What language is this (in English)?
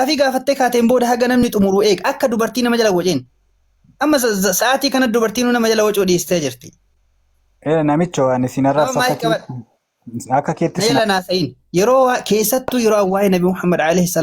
Oromo